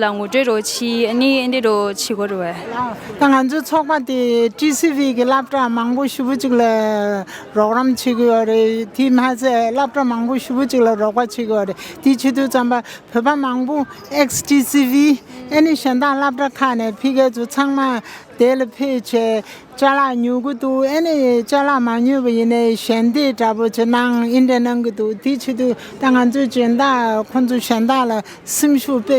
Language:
Tibetan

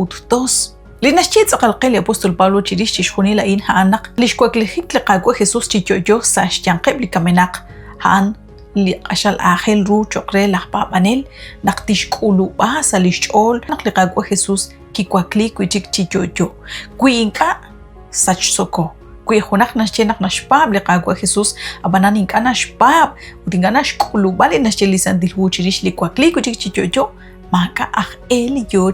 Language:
Kekchí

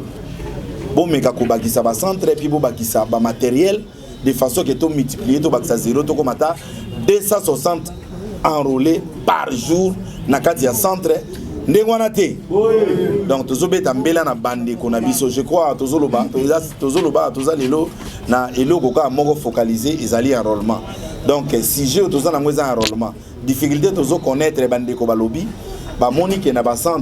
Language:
Lingala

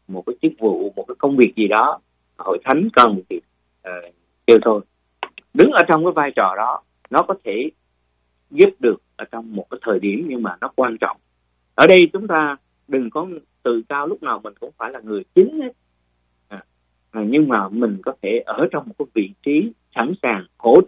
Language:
Vietnamese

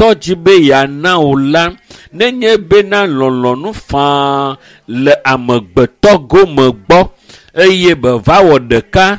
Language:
Ewe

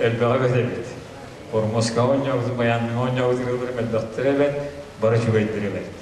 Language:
Yakut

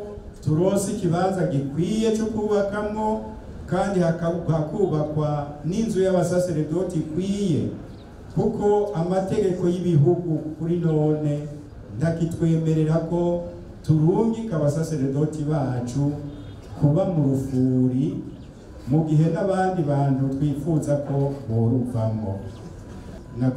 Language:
Rundi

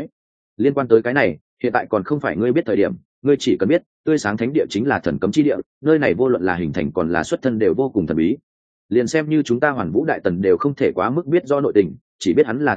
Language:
Vietnamese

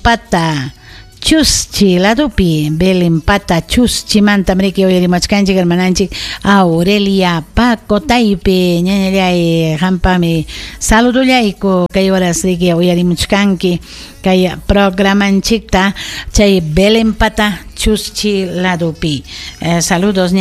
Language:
Ayacucho Quechua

